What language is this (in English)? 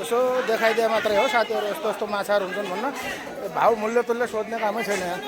Nepali